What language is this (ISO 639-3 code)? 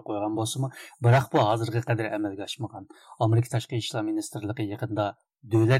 uig